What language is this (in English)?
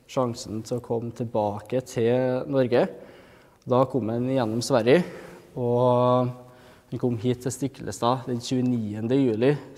Norwegian